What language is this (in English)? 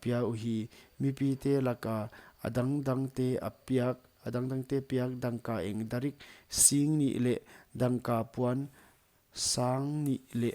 Paite Chin